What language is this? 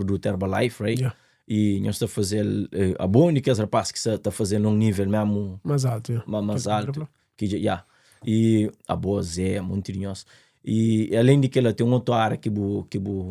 Kabuverdianu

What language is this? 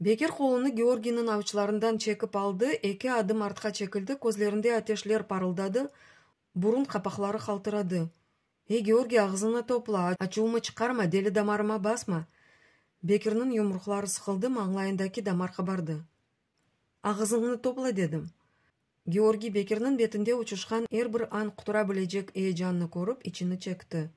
Crimean Tatar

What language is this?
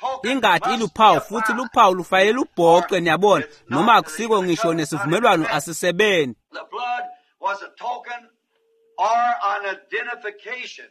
Swati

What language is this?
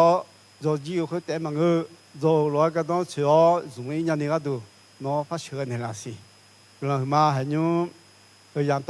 Akha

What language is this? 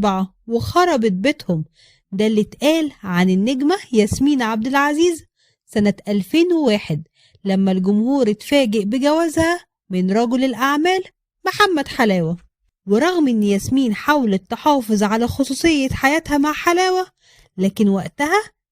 Egyptian Arabic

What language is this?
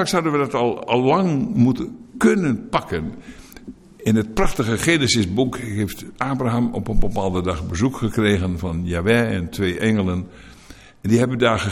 Dutch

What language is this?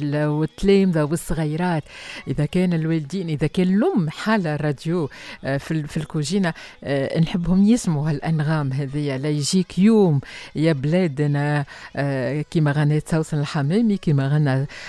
Tunisian Arabic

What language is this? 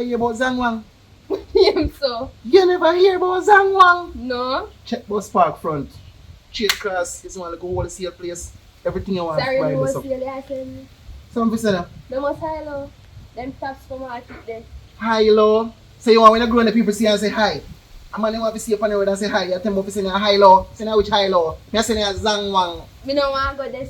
Jamaican Creole English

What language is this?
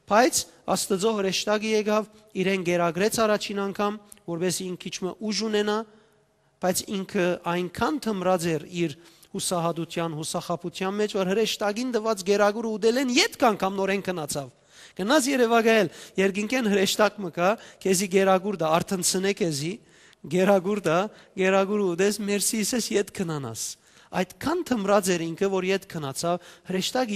Western Armenian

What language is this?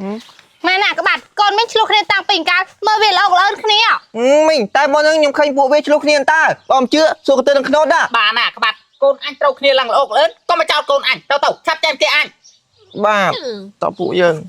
Khmer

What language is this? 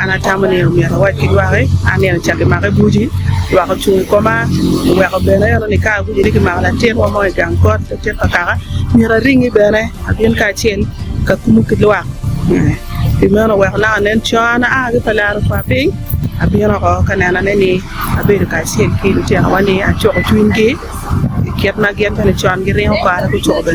Acoli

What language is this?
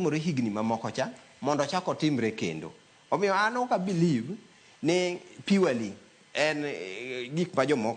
Luo (Kenya and Tanzania)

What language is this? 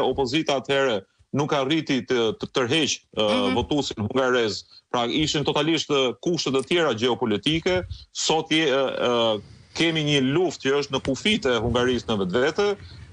Albanian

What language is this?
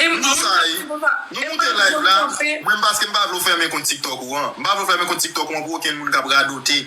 Haitian Creole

